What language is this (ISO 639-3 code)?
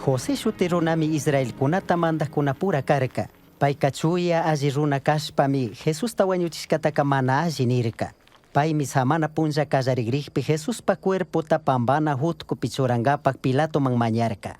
qug